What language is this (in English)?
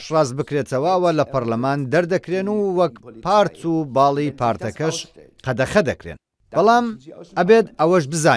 Central Kurdish